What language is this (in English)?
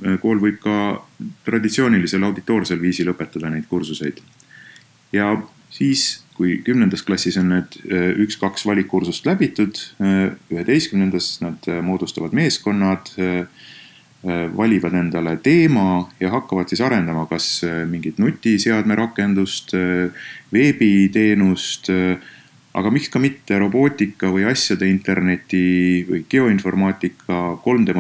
Estonian